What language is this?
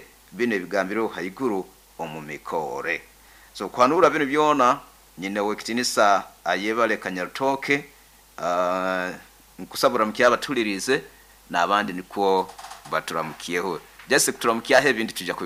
Nyoro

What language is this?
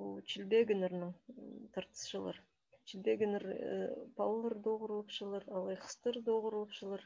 Khakas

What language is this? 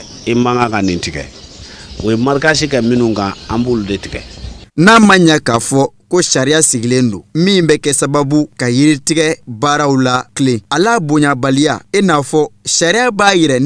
Bambara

